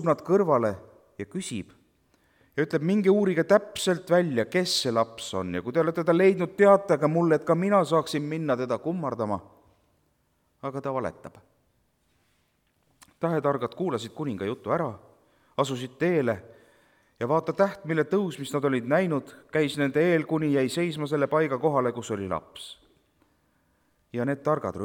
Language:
Estonian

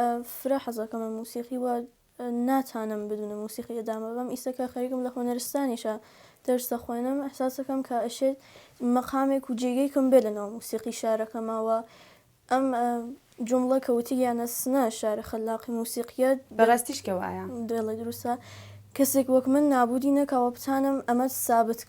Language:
Central Kurdish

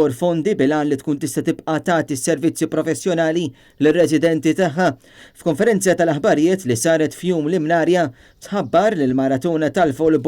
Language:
Maltese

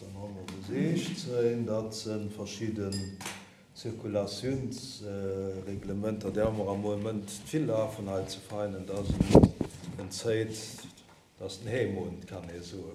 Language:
Luxembourgish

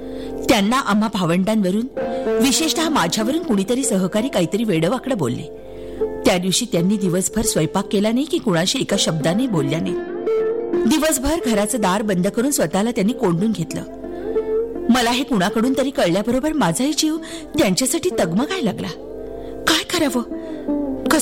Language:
Marathi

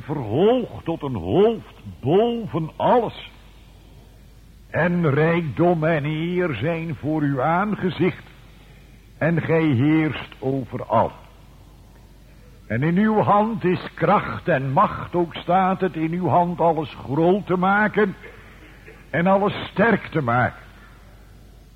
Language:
Dutch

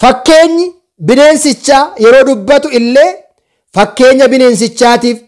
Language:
Oromo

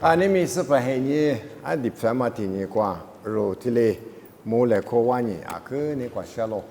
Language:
Lisu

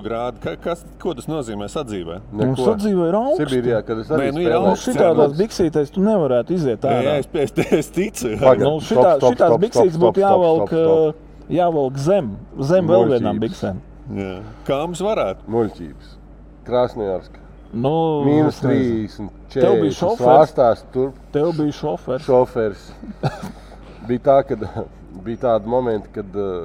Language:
Latvian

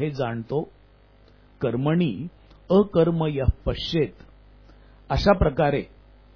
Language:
Marathi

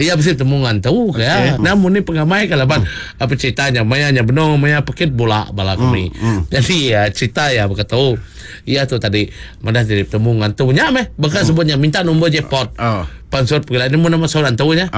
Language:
Iban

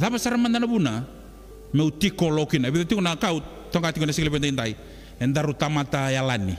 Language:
Fijian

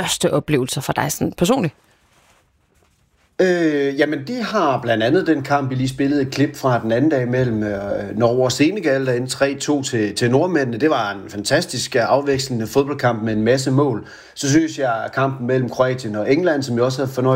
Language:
Danish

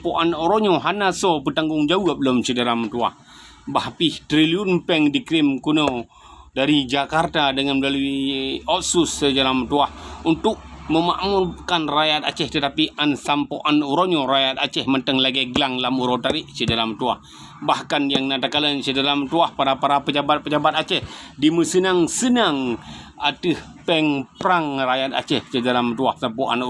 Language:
Achinese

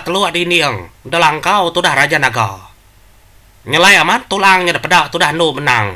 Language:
Iban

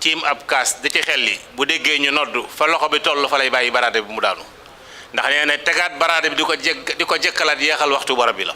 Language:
Wolof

